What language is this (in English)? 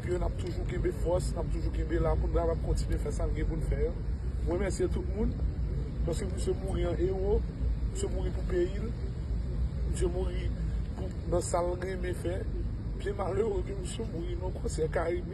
Haitian Creole